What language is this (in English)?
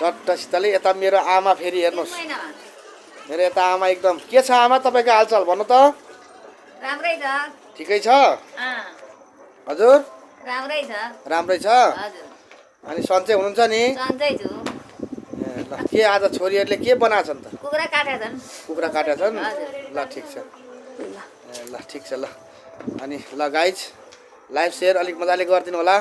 Nepali